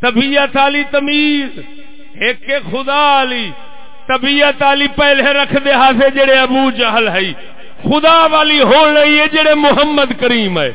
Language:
Saraiki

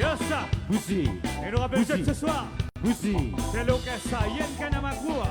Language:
Morisyen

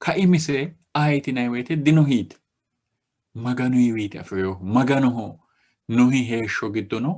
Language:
Sidamo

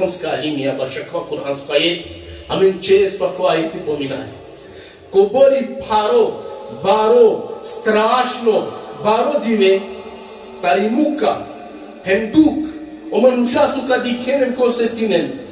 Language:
Balkan Romani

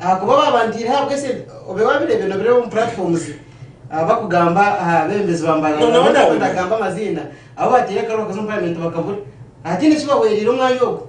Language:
Nyankole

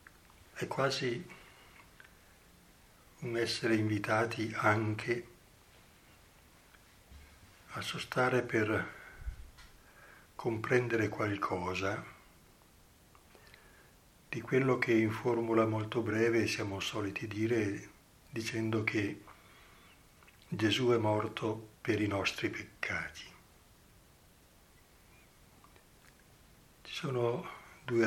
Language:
Italian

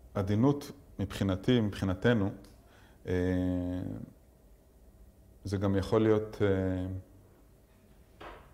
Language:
Hebrew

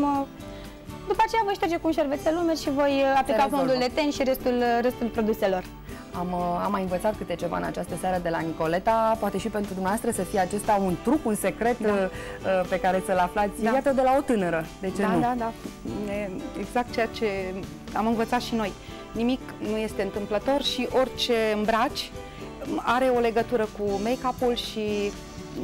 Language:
Romanian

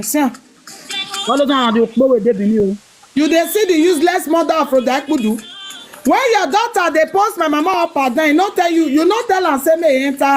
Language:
Nigerian Pidgin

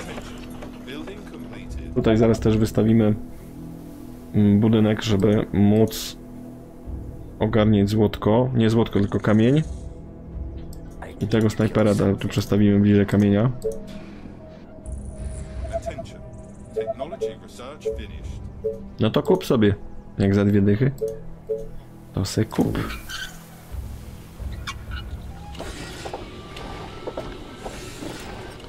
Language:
Polish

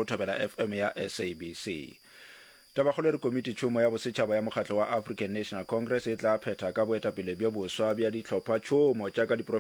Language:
Northern Sotho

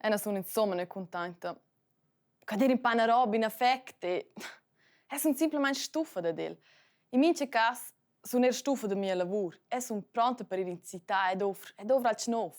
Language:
Romansh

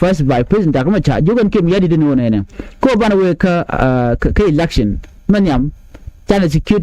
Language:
Nuer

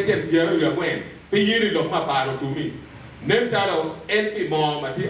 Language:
Acoli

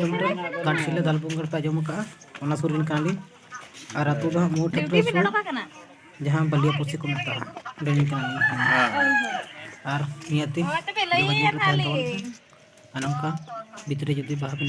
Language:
Santali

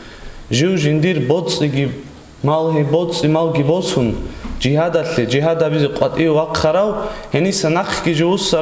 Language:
Avaric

